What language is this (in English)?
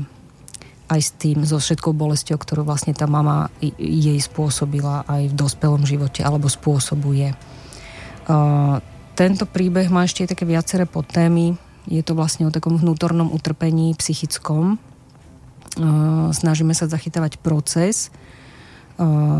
Slovak